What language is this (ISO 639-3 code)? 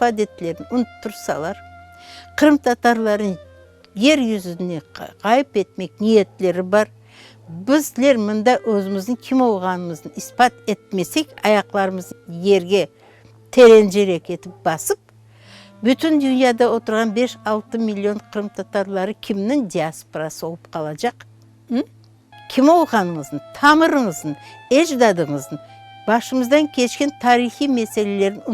crh